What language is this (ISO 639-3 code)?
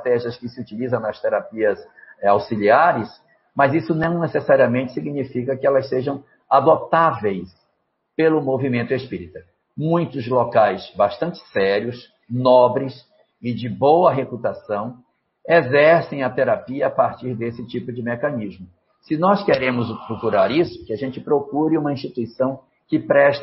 por